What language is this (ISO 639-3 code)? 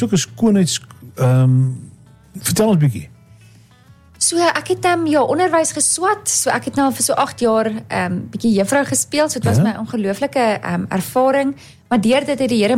afr